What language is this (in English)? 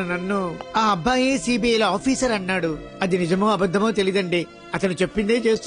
Telugu